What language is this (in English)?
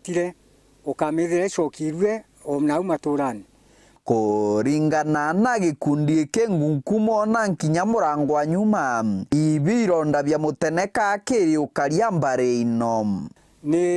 Meru